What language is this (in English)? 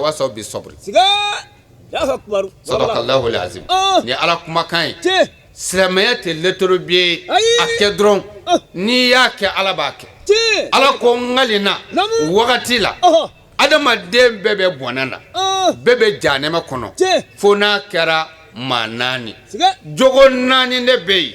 Bambara